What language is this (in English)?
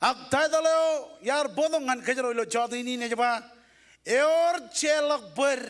Marshallese